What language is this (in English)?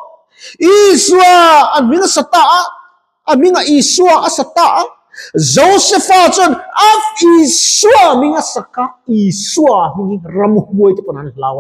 Mizo